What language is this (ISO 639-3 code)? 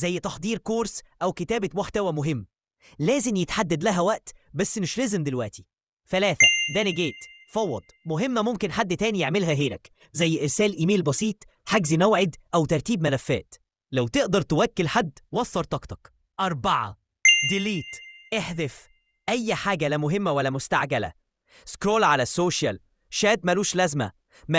arz